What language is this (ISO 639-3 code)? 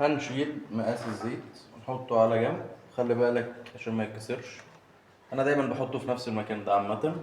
arz